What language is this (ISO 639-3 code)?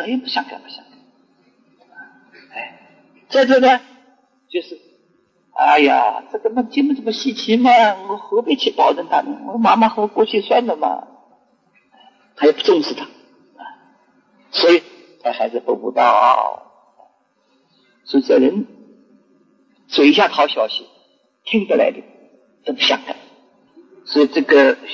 zho